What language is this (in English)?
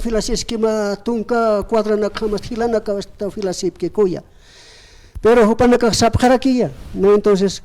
Aymara